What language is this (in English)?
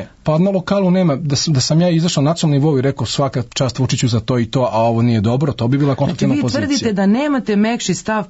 Serbian